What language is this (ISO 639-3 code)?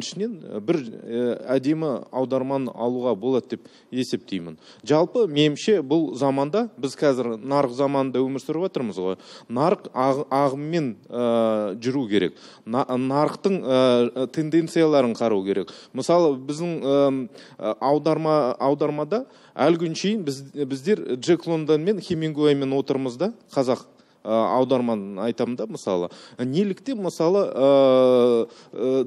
kaz